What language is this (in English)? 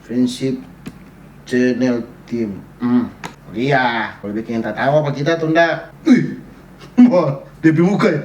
Manado Malay